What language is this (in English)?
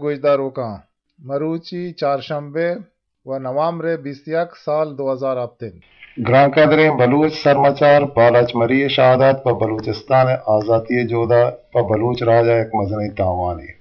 Eastern Balochi